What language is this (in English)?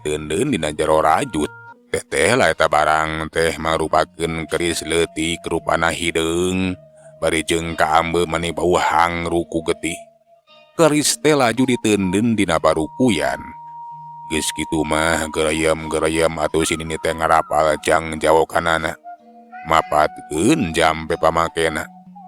Sundanese